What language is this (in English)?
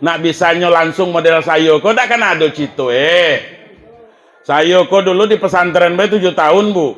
Minangkabau